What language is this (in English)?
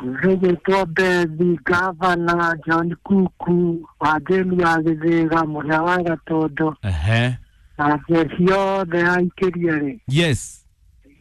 Kikuyu